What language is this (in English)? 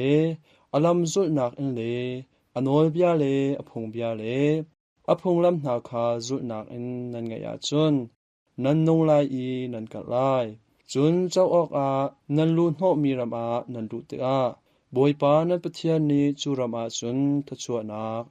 Hakha Chin